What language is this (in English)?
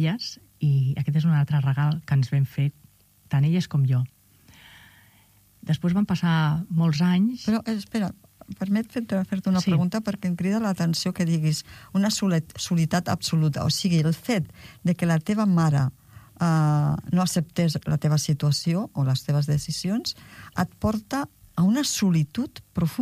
Catalan